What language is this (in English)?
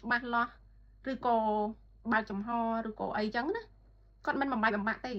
Khmer